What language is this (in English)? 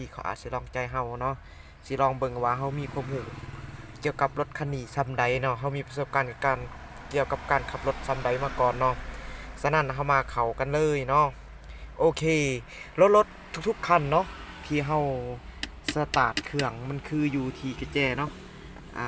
Lao